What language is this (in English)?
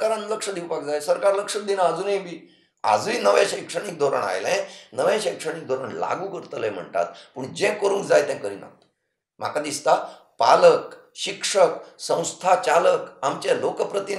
Konkani